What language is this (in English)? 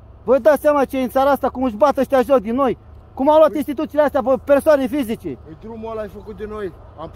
Romanian